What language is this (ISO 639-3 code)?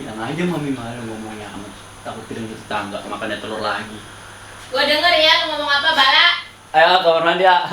bew